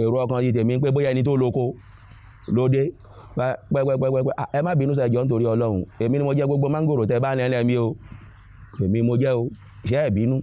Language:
Yoruba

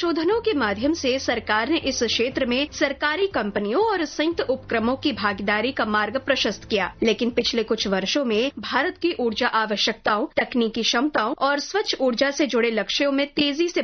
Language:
Hindi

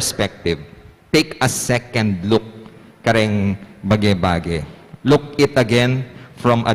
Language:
Pampanga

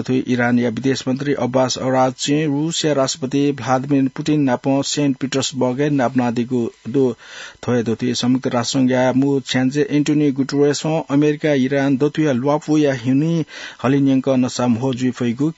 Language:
Newari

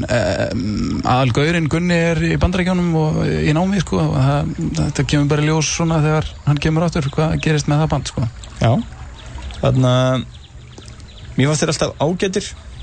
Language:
Icelandic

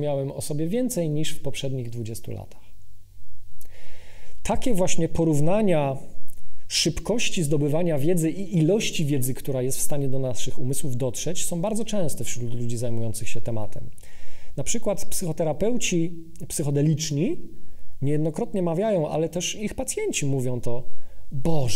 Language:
Polish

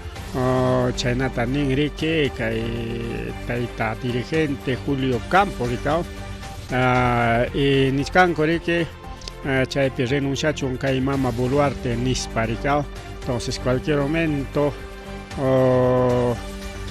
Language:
Ayacucho Quechua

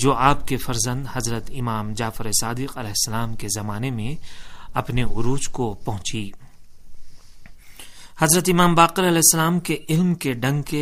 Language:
Urdu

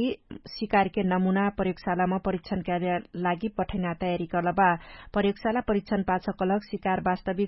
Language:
Dangaura Tharu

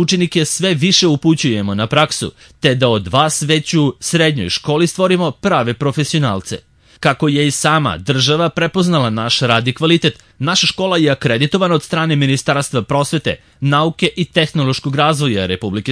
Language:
Serbian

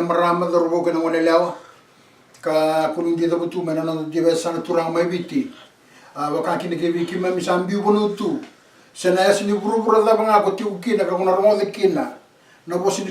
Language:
Fijian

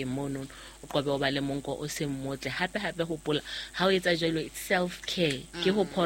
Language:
Southern Sotho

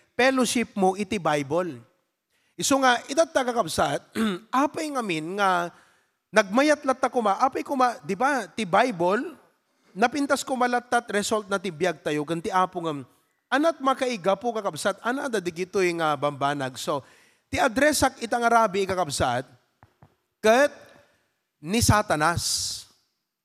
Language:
Iloko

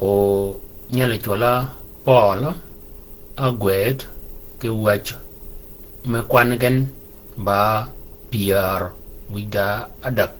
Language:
Shilluk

